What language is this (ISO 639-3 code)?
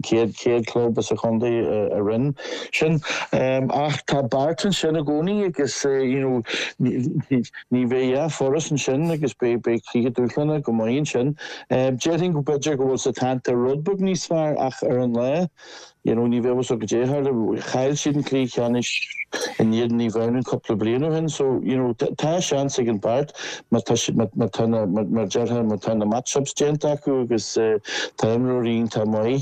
gle